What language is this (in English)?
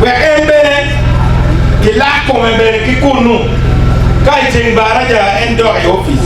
Acoli